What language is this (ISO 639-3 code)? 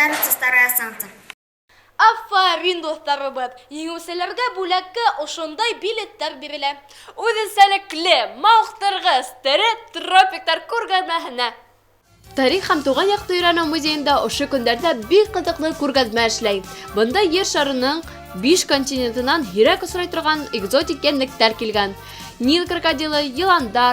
bak